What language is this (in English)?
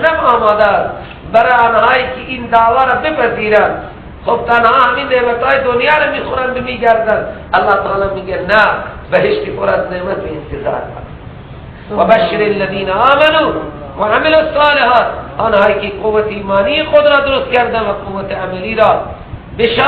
Persian